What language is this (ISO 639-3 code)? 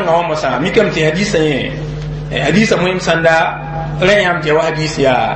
mos